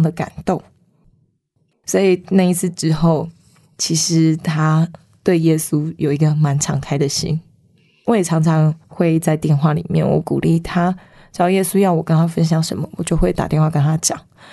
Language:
Chinese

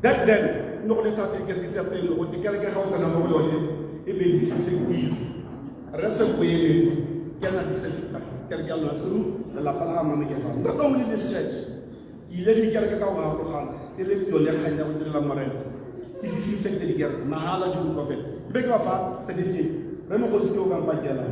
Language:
Tswana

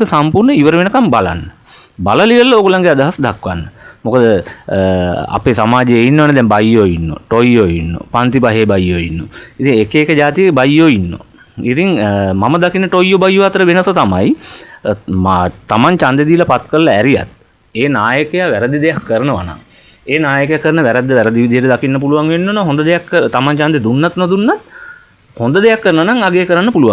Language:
Sinhala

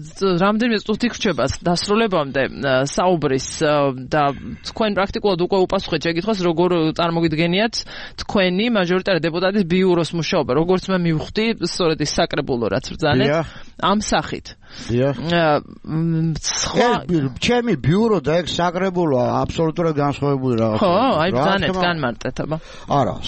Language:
Georgian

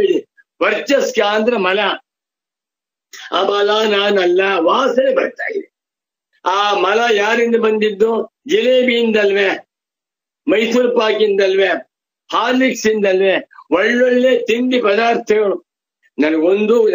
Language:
Kannada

